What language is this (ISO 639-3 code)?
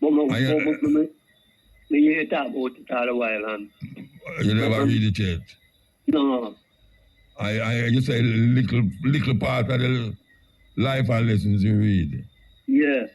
jam